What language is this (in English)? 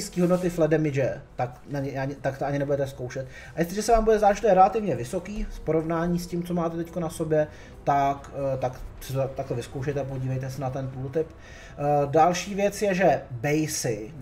Czech